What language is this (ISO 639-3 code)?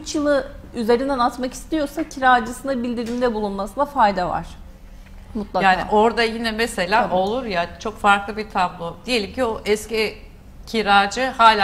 tur